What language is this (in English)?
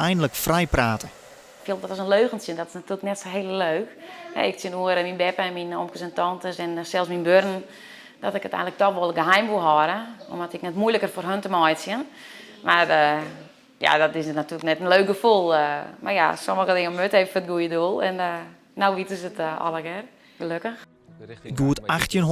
Western Frisian